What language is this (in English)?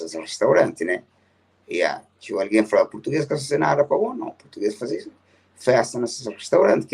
Kabuverdianu